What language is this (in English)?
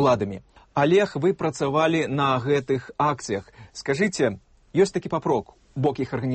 Belarusian